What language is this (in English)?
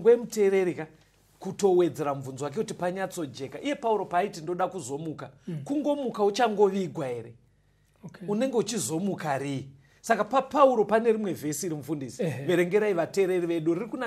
Shona